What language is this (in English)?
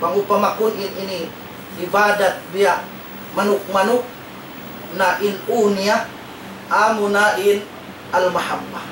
Tausug